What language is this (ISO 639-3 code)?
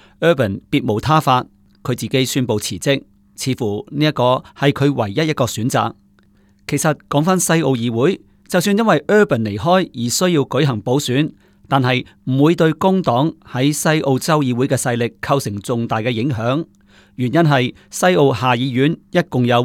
yue